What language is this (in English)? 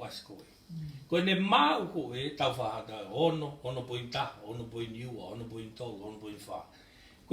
Tongan